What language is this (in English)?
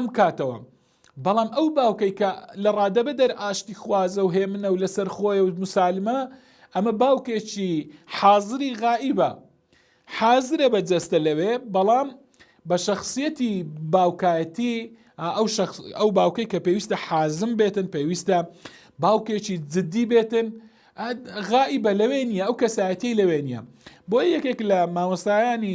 Central Kurdish